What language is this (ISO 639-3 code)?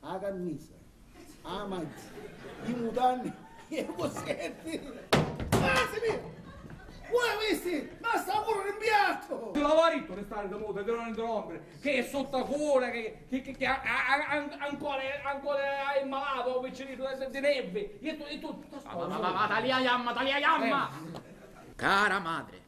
scn